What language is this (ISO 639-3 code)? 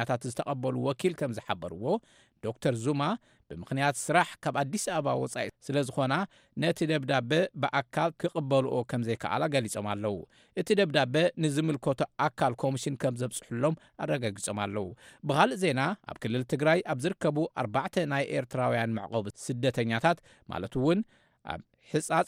tir